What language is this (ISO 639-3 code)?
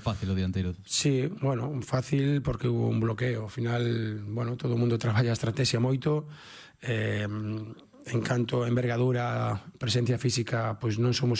glg